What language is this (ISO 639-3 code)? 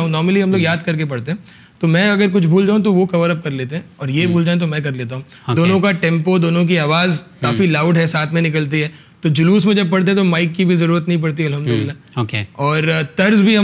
urd